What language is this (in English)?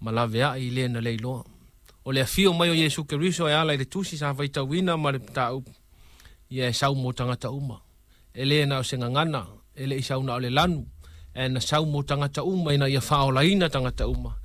Samoan